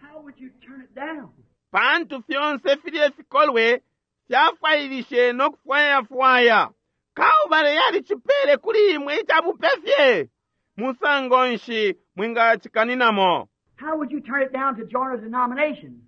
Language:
Bemba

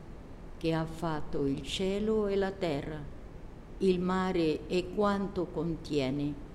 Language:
Italian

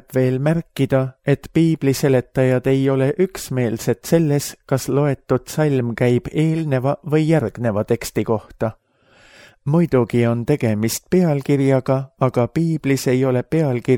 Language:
Estonian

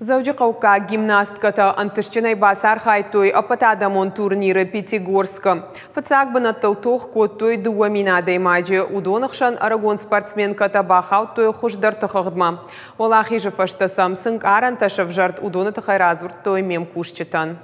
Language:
Ossetic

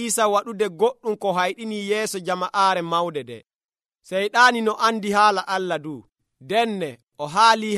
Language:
Nigerian Fulfulde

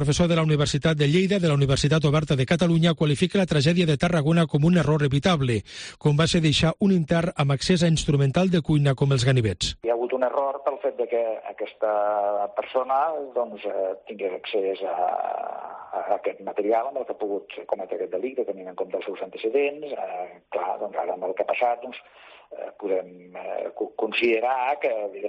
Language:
Catalan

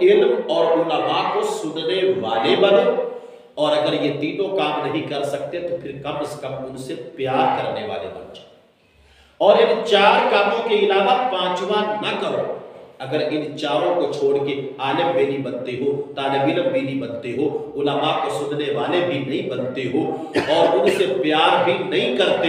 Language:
Urdu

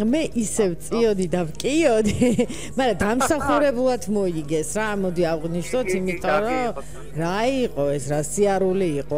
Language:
Georgian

